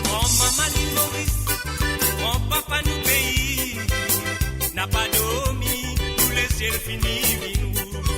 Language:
Morisyen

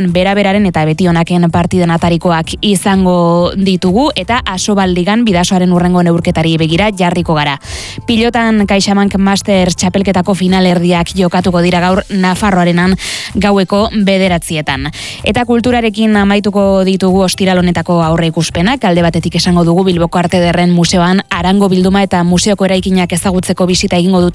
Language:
Basque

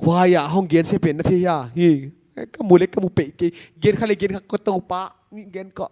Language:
Paite Chin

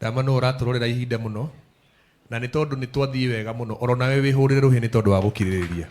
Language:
Kikuyu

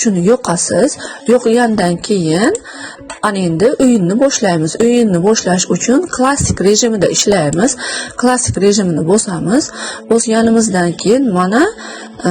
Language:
Uzbek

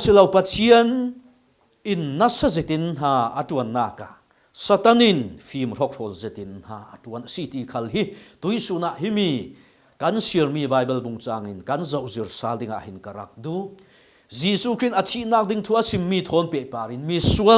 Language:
Falam Chin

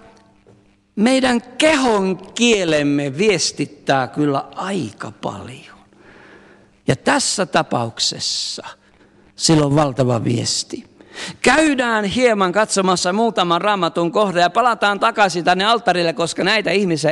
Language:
Finnish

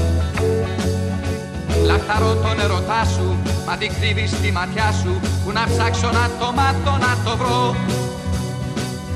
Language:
Greek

